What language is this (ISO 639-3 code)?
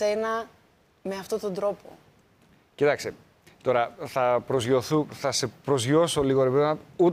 ell